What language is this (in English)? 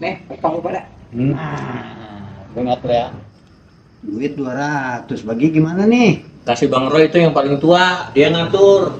Betawi